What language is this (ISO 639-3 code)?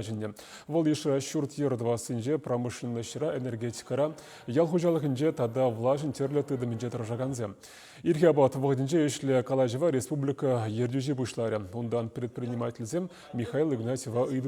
chv